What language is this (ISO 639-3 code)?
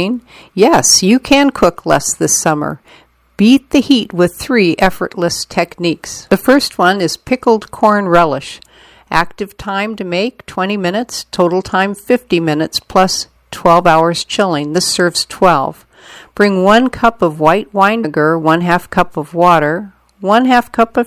eng